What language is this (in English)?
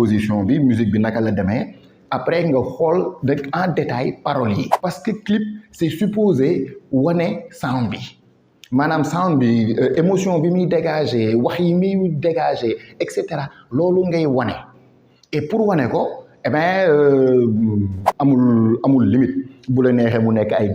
Wolof